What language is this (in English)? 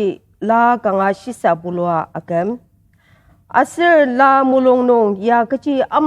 Ao Naga